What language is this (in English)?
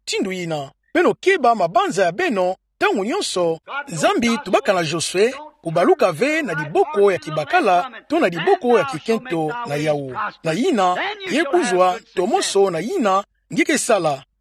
Kituba (Democratic Republic of Congo)